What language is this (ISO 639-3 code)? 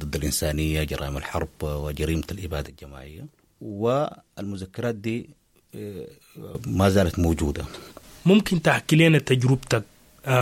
apd